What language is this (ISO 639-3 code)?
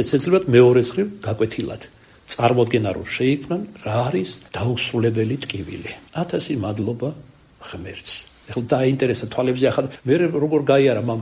kat